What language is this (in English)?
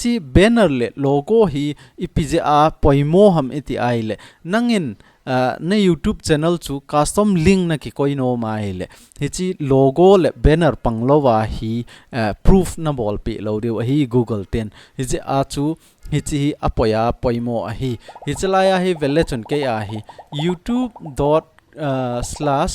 Thado Chin